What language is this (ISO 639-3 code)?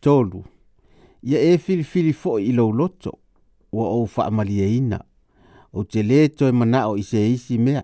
smo